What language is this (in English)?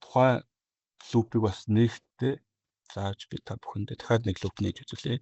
Mongolian